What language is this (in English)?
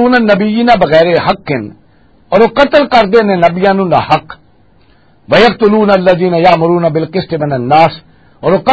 Western Panjabi